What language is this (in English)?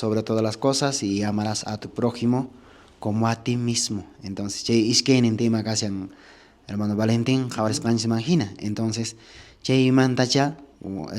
Quechua